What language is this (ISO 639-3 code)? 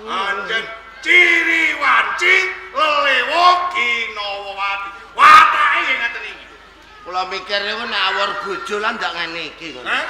jav